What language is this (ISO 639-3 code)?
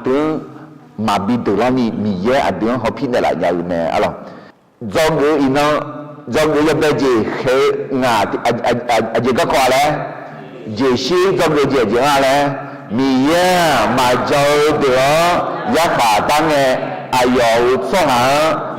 ahk